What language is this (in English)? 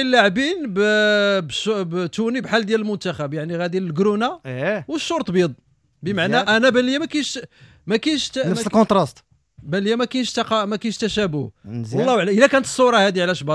Moroccan Arabic